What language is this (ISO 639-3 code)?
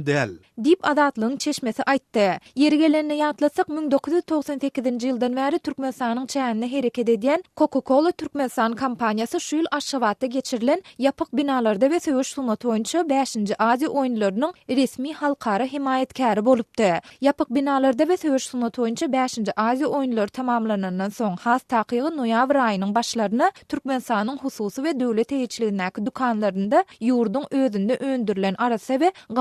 tuk